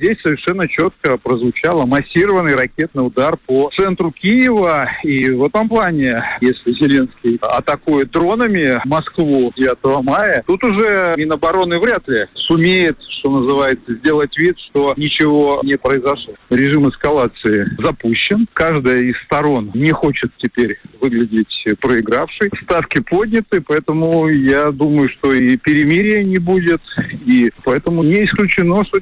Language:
Russian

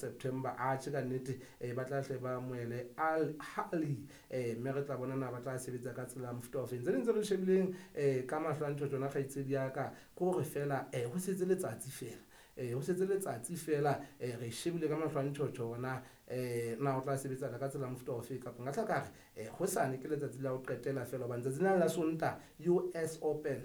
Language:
Southern Sotho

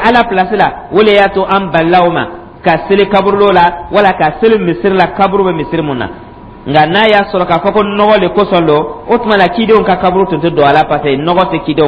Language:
Dyula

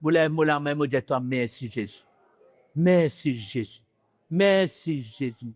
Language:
Morisyen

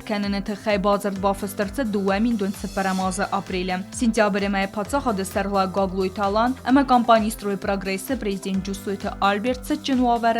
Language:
Ossetic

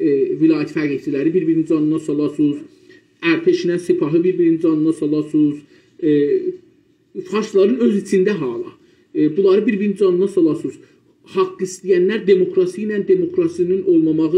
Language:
South Azerbaijani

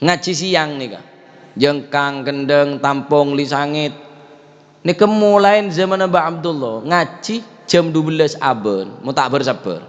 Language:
Madurese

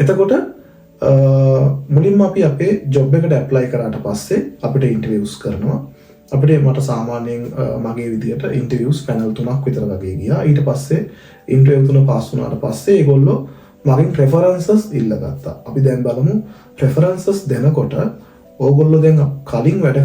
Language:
Sinhala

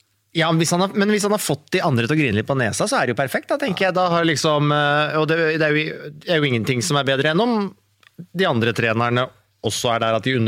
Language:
Norwegian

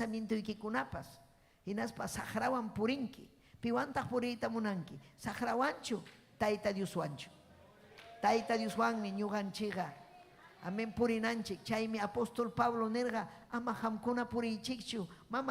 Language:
Ayacucho Quechua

